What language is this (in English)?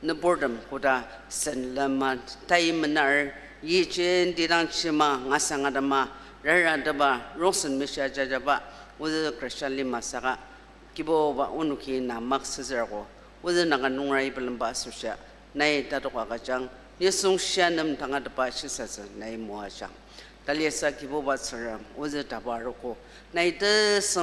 Ao Naga